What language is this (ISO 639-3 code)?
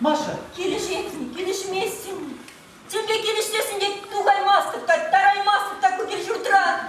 chv